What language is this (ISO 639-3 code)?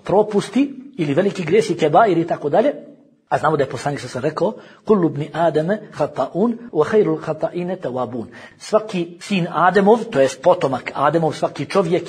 bos